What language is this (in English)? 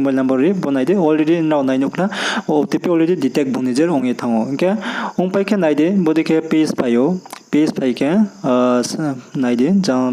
Riang (India)